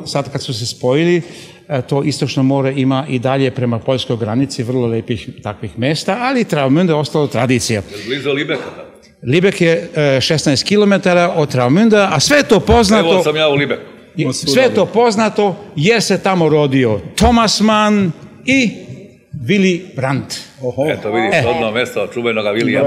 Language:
Serbian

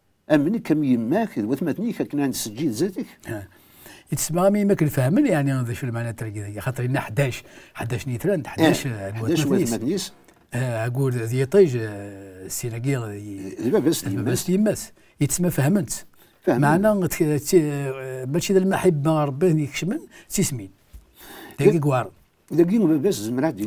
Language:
Kabyle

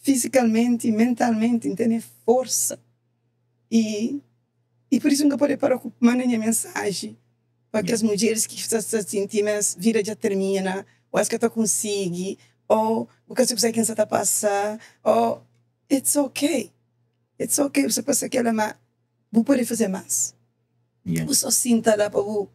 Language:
Kabuverdianu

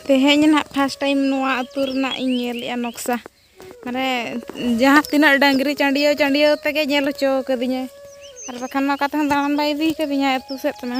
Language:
Santali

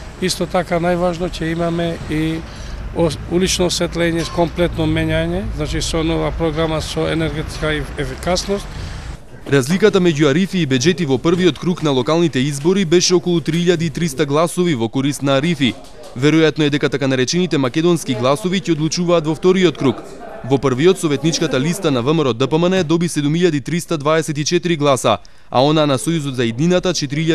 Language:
Macedonian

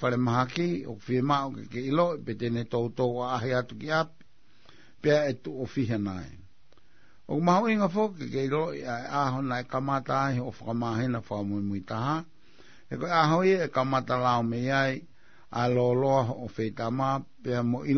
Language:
Tongan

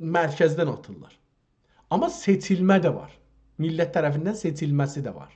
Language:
South Azerbaijani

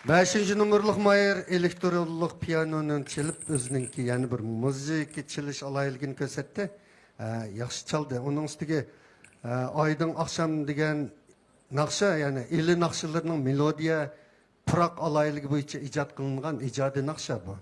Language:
Uyghur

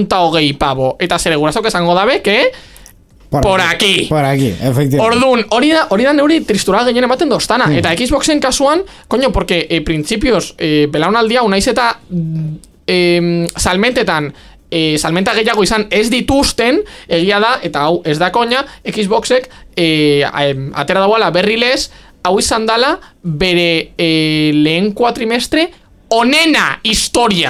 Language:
Basque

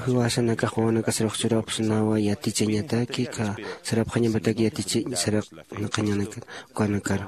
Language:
Aymara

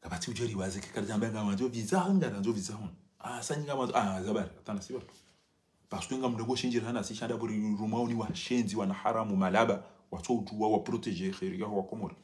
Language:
Ngazidja Comorian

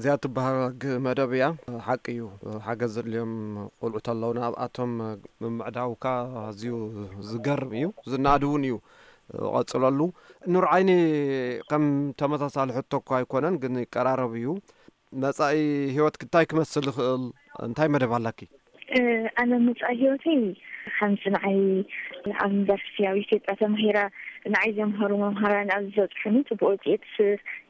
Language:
Tigrinya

